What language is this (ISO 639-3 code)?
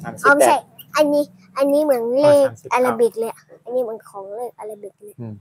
shn